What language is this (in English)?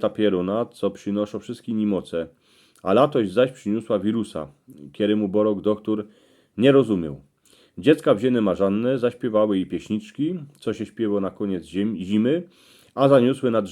Silesian